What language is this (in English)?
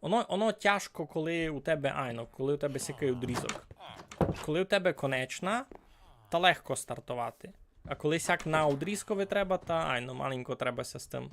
Rusyn